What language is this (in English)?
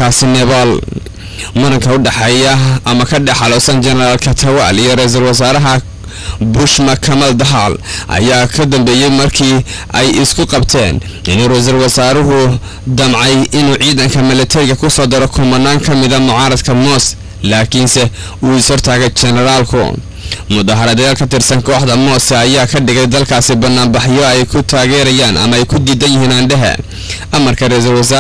Somali